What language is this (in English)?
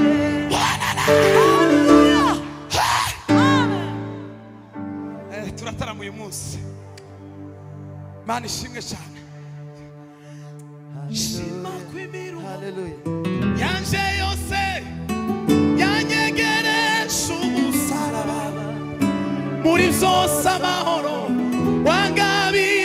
Kinyarwanda